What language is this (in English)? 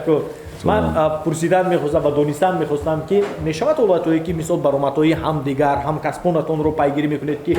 Tajik